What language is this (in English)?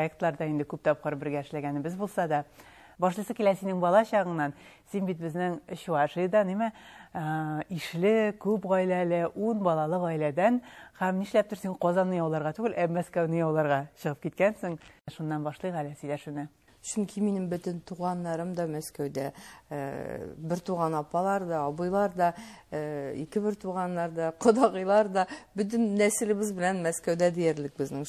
Tatar